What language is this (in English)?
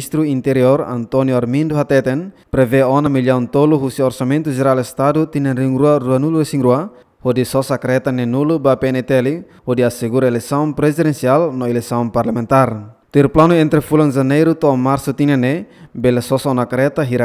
Tetum